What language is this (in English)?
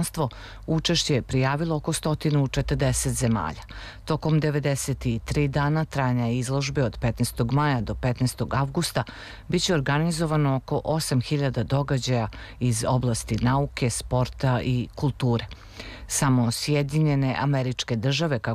Serbian